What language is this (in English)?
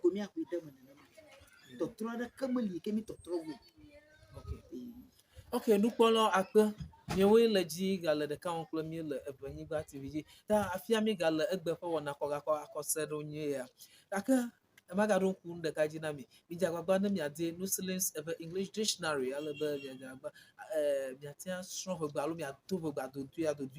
Ewe